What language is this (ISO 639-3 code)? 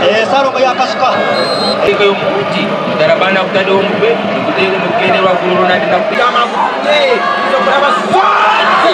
nyn